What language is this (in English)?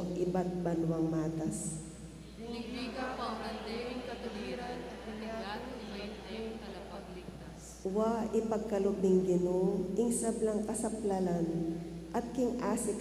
Pampanga